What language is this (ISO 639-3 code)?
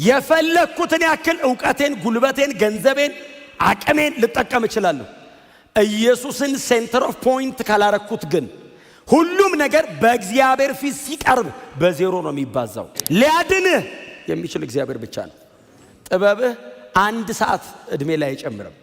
amh